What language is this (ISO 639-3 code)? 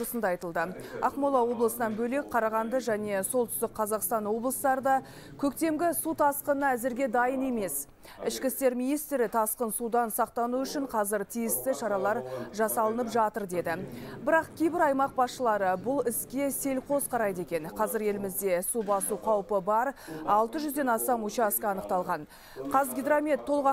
kaz